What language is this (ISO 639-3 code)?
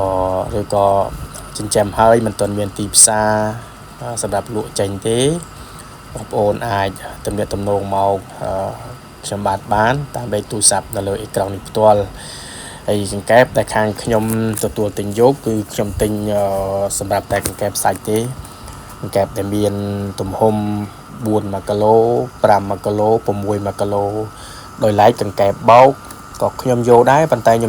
khm